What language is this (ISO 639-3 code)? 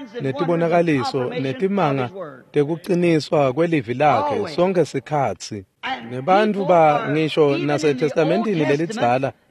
ssw